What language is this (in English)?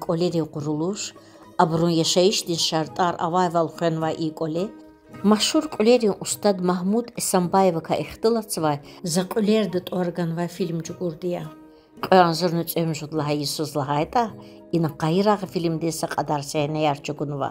Lezghian